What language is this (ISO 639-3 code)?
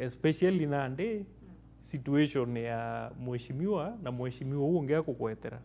mer